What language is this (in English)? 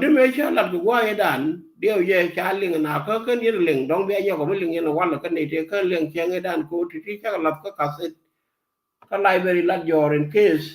Nuer